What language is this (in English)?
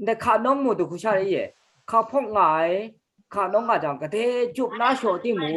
Kachin